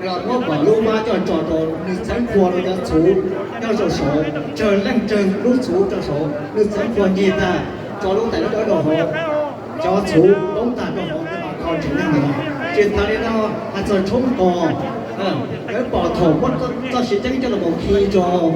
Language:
Hmong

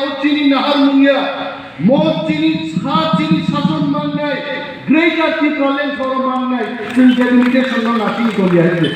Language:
Kok Borok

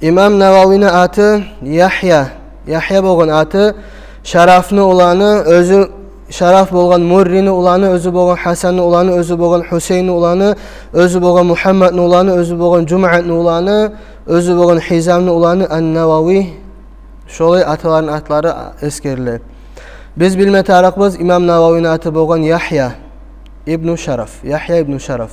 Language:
Kumyk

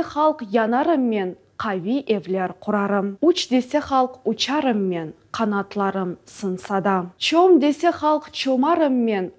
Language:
Crimean Tatar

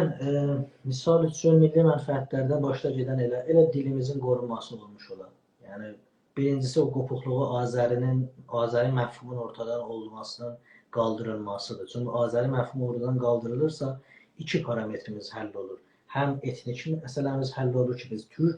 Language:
South Azerbaijani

